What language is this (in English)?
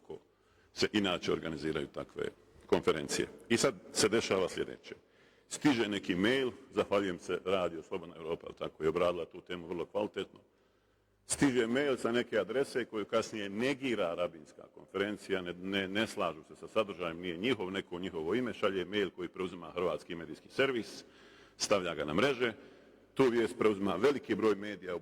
Bosnian